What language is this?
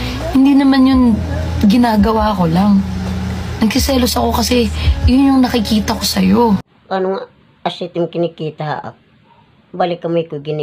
Waray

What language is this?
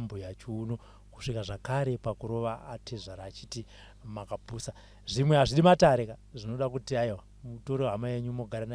Shona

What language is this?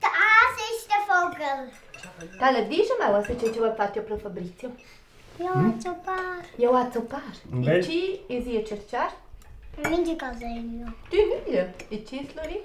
Romansh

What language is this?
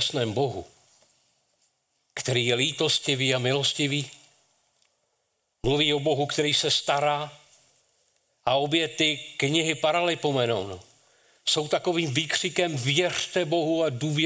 Czech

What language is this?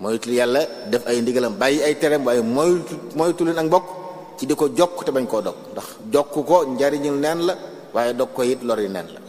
Wolof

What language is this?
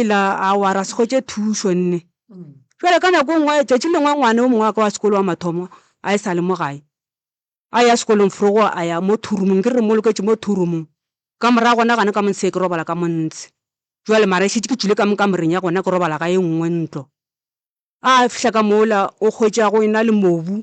Northern Sotho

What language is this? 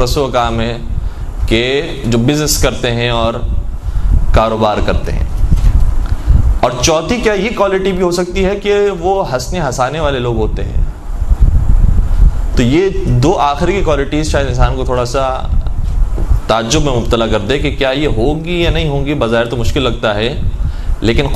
Urdu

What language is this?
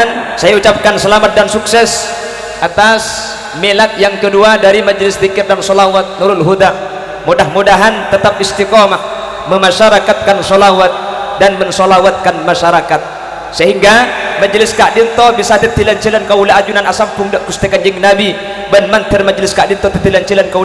Madurese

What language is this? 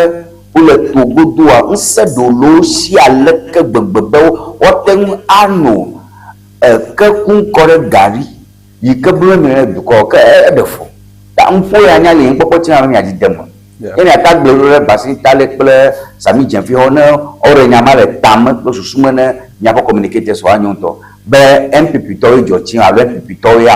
Ewe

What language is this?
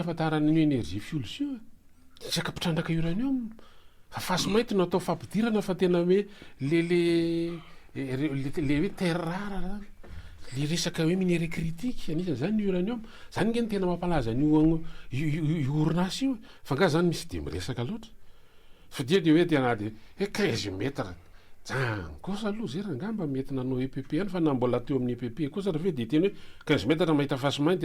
Malagasy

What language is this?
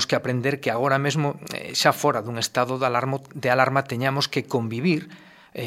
Galician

